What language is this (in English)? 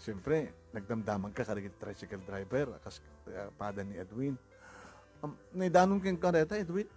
Iloko